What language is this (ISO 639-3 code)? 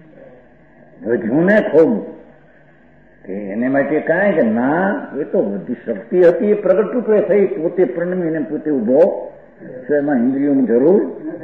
guj